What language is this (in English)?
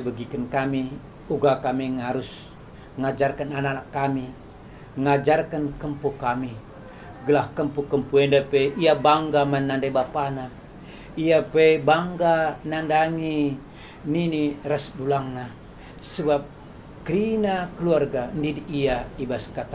Batak Karo